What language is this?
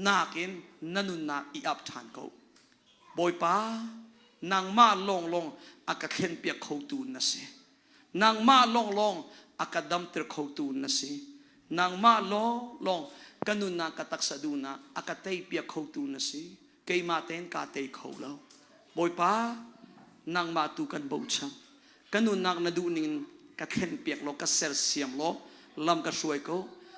Hakha Chin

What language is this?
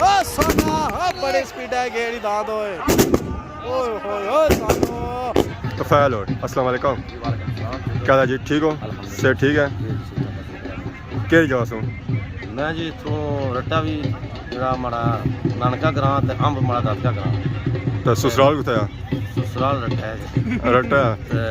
Pahari-Potwari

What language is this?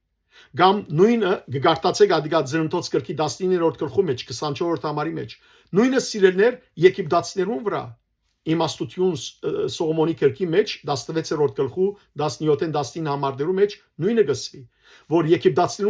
Western Armenian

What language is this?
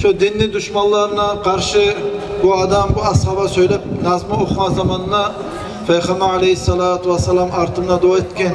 Kumyk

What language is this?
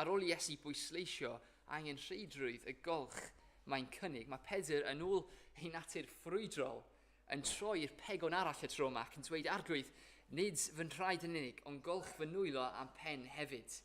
Welsh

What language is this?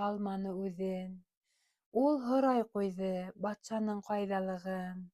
Bashkir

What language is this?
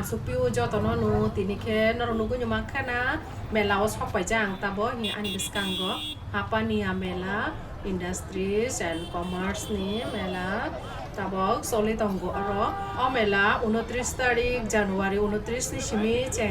Kok Borok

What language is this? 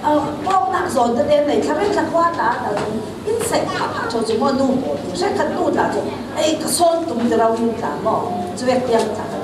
Falam Chin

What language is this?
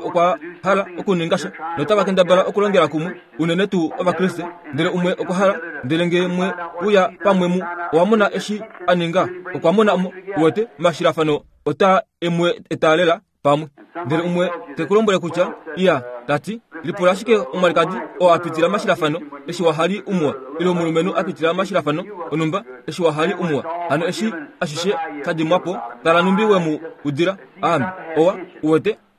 Kuanyama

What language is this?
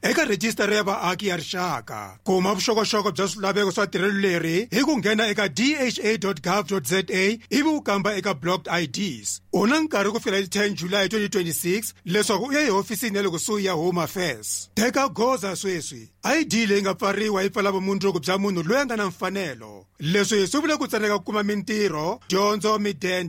Tsonga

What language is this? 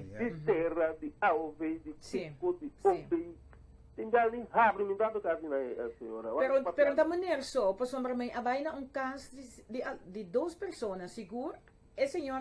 Papiamento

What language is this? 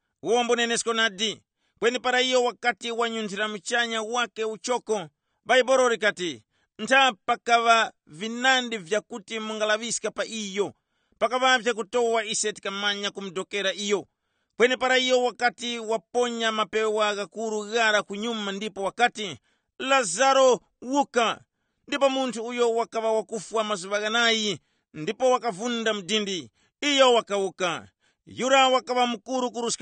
Tumbuka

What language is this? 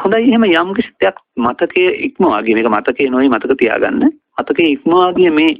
Sinhala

